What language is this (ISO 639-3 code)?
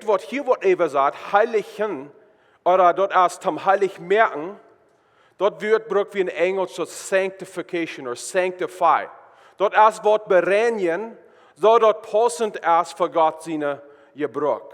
pdt